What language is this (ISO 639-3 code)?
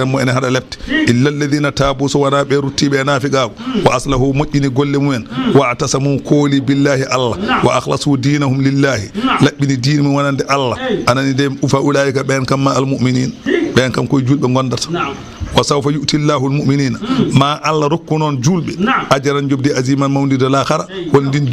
ful